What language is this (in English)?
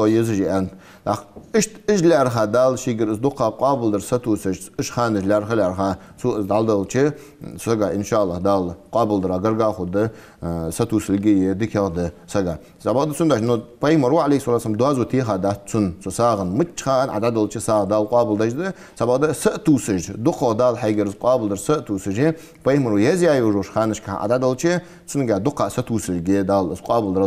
Ingush